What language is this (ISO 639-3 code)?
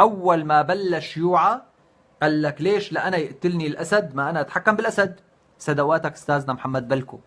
apc